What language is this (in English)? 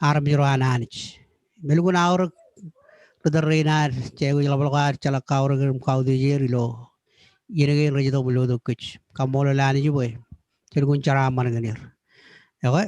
Marshallese